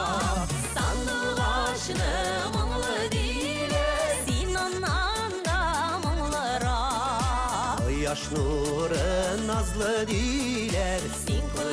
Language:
Bashkir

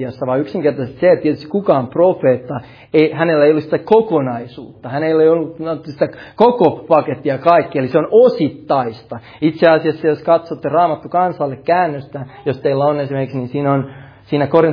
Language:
Finnish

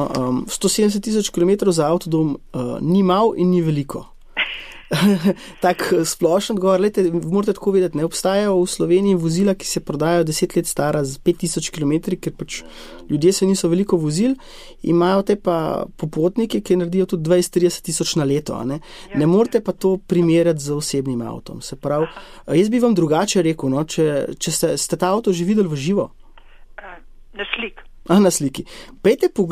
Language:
Slovenian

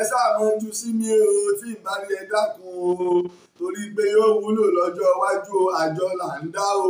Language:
Yoruba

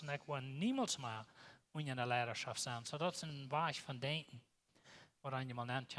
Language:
Plautdietsch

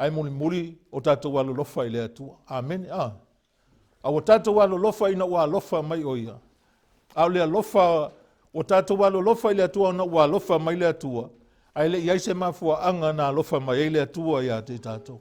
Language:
Samoan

